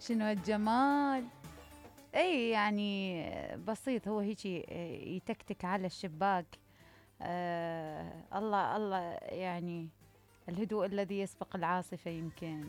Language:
Mesopotamian Arabic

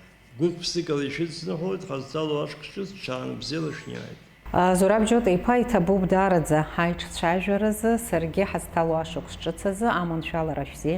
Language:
Abkhazian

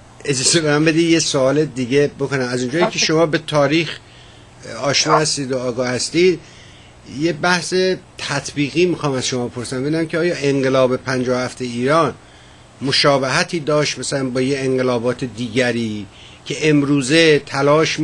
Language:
Persian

